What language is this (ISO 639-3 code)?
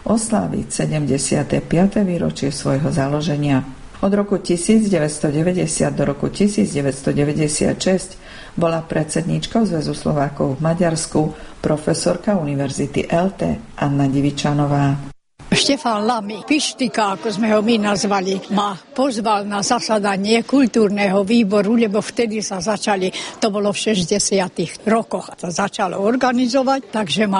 slk